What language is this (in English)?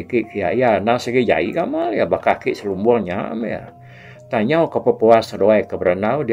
Iban